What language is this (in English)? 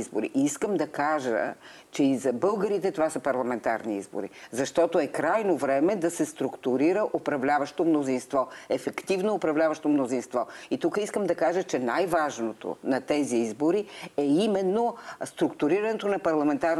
Bulgarian